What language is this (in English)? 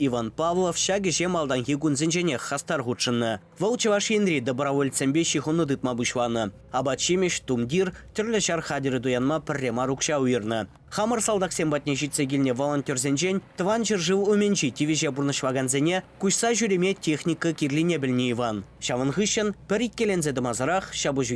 Chuvash